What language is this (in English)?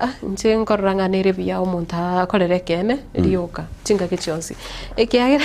Gusii